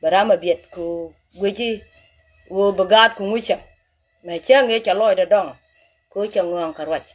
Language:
Nuer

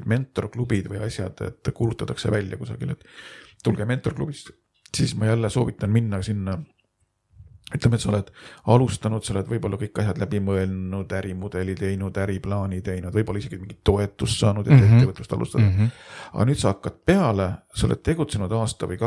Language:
Estonian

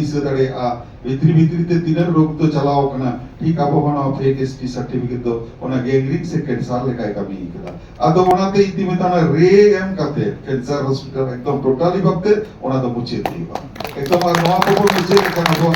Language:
Santali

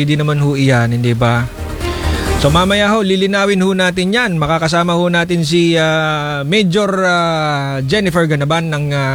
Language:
Filipino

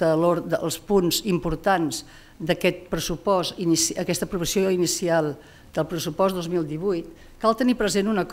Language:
Catalan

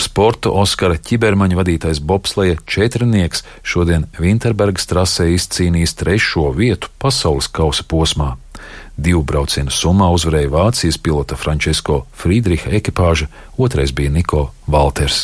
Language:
Latvian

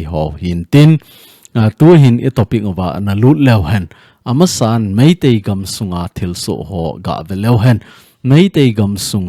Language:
Thado Chin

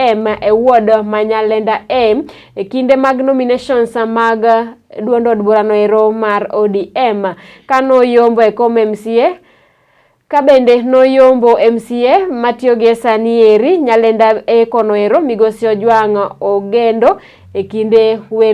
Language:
Luo (Kenya and Tanzania)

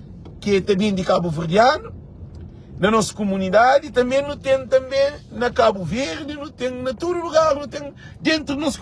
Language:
Kabuverdianu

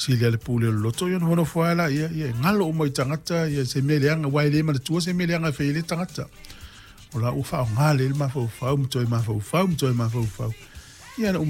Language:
Samoan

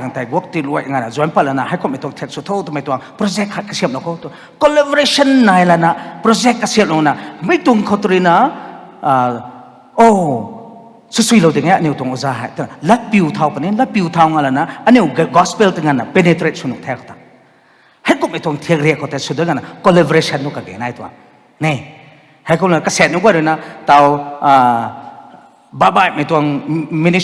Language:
Rongmei Naga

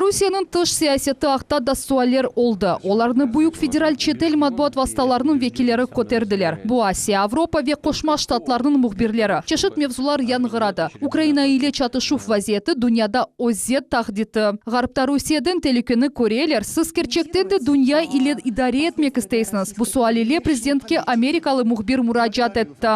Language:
Crimean Tatar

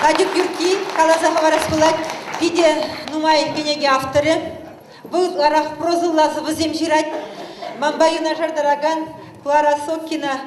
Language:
Chuvash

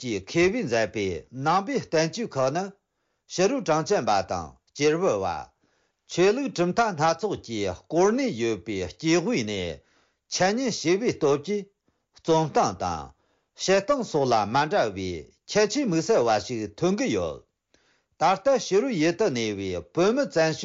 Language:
Tibetan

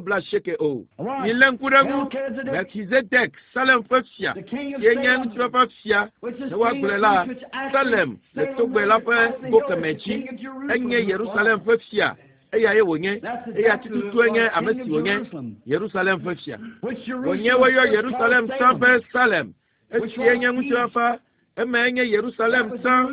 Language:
Ewe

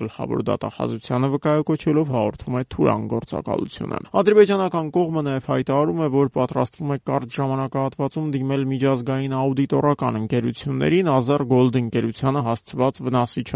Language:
Armenian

